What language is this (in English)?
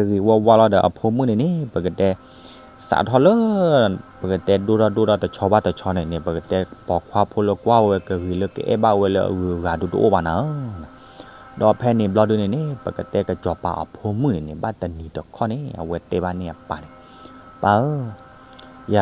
S'gaw Karen